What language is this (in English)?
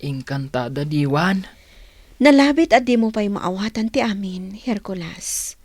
Iloko